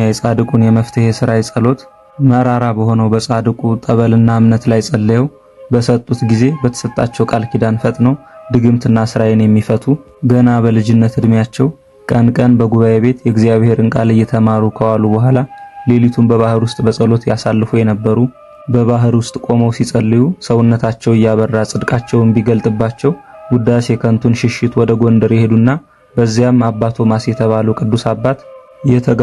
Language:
Amharic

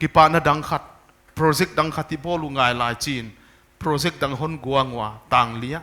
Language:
Paite Chin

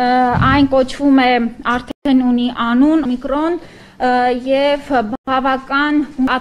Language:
Armenian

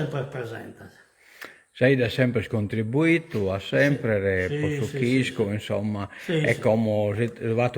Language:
Sardinian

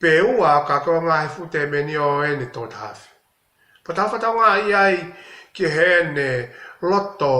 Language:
Tongan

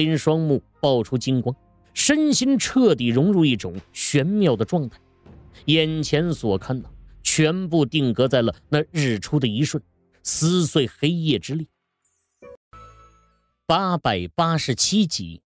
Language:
Chinese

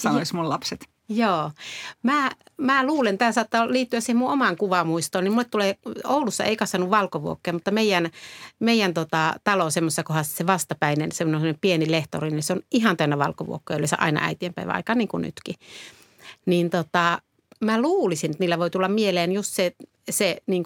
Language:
Finnish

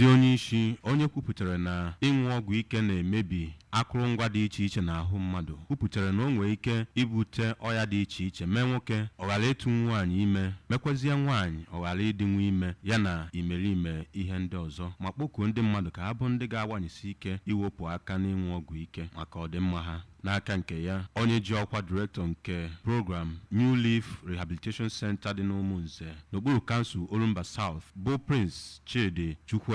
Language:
Igbo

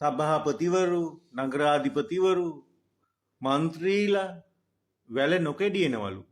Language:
Sinhala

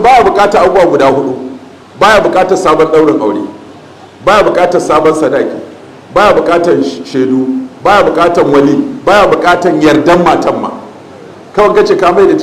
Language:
Hausa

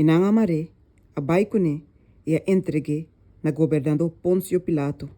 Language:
Papiamento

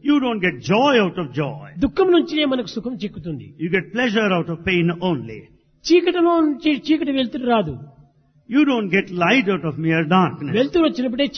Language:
Telugu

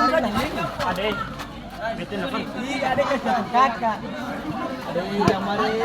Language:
Ambonese Malay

